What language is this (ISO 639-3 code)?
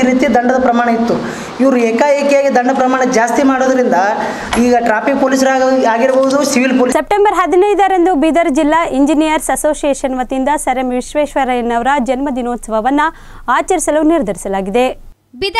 kan